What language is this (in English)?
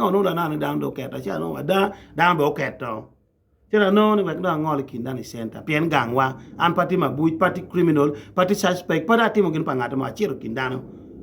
Acoli